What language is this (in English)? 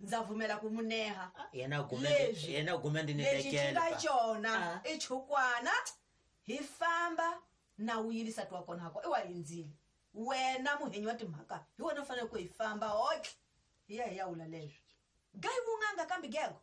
Tsonga